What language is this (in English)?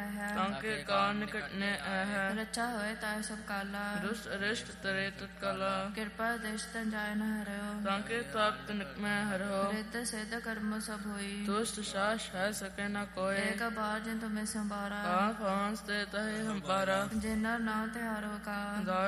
Punjabi